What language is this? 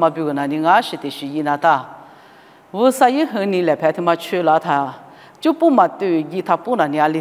Lisu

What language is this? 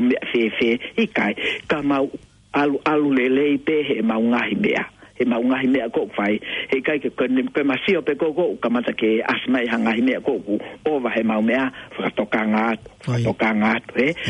Tongan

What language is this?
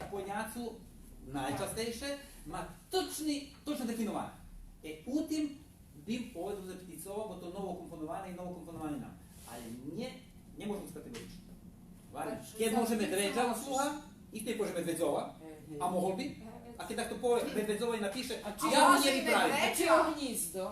Rusyn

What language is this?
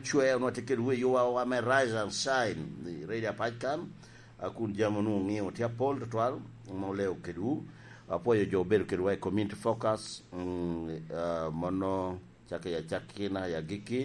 Lango (Uganda)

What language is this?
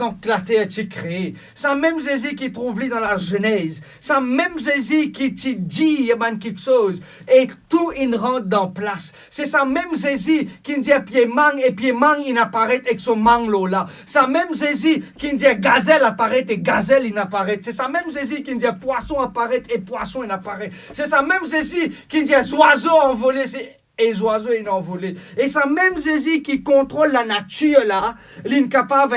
Morisyen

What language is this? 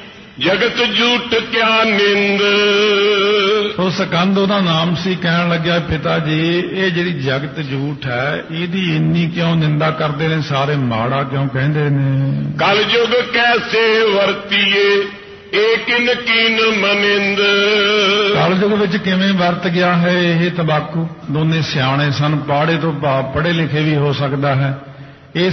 Punjabi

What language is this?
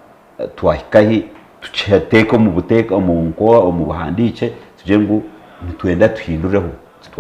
Nyankole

